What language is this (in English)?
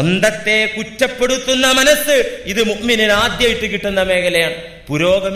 Malayalam